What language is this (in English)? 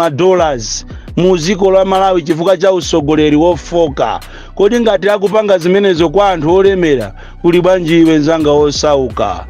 Nyanja